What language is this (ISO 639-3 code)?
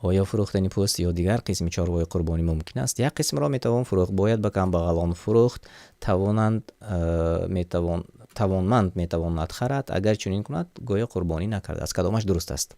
tgk